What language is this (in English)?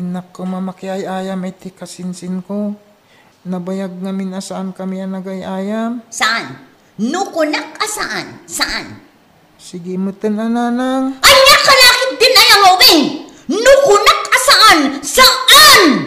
Iloko